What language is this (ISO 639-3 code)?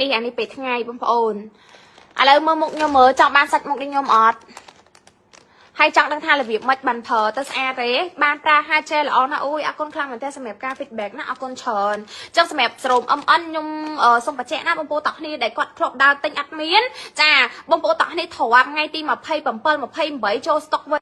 khm